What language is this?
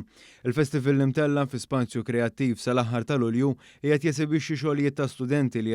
Maltese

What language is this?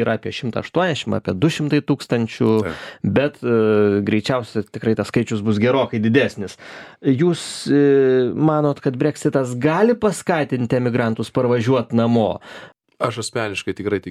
Lithuanian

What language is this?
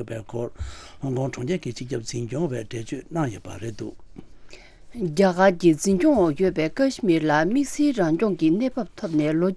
Tibetan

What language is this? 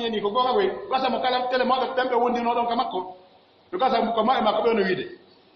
Pular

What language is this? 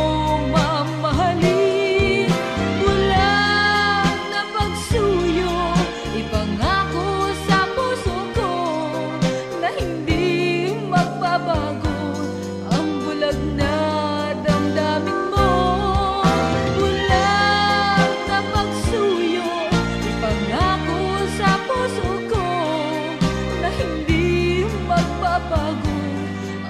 Filipino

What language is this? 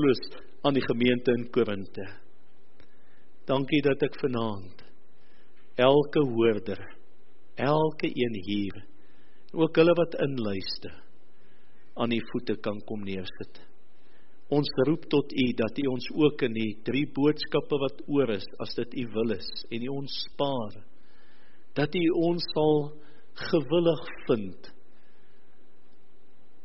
Afrikaans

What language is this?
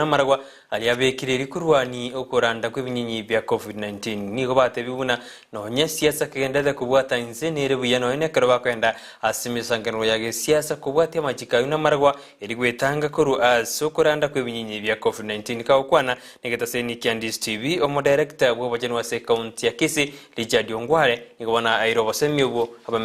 Gusii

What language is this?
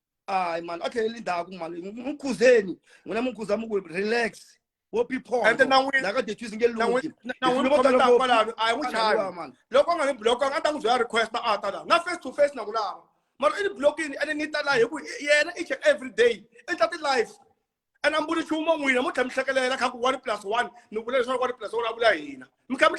Tsonga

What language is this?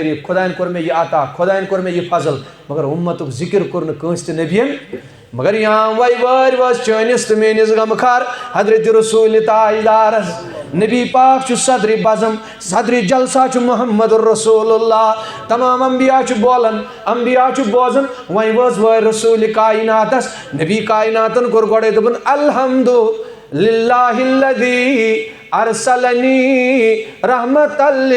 Kashmiri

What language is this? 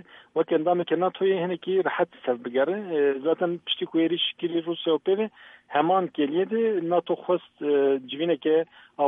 Kurdish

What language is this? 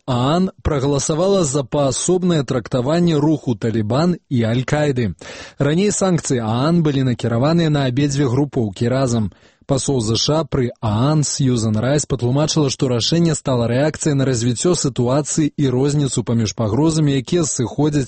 Belarusian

